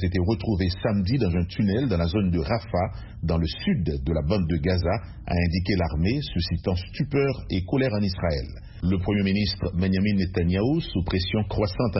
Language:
French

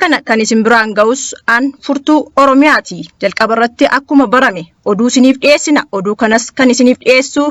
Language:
Oromo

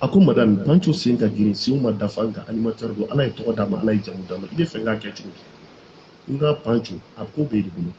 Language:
Bambara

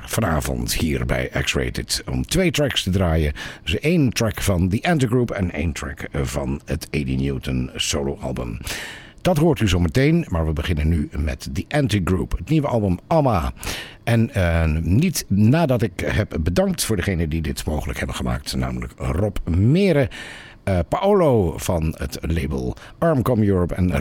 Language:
Dutch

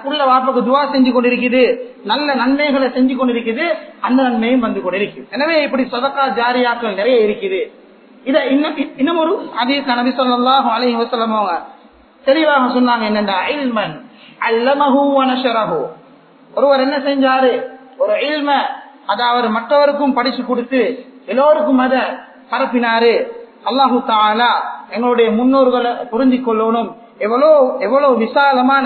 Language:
Tamil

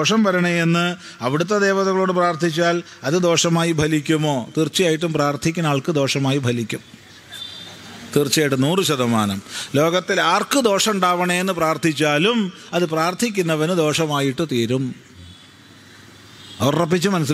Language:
Malayalam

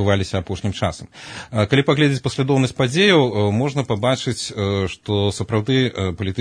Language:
Belarusian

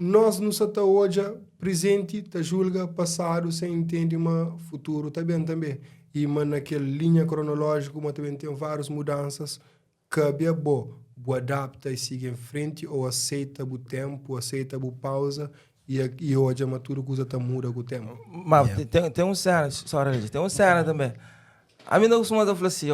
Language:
Kabuverdianu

